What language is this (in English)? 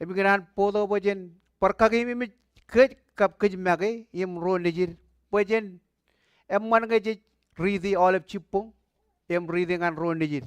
Marshallese